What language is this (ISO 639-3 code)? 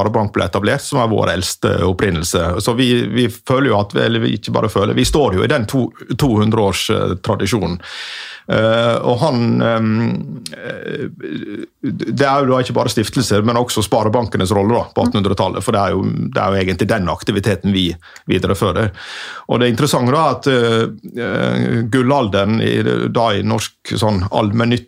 nor